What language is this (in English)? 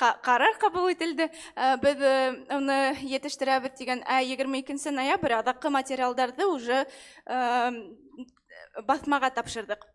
Bashkir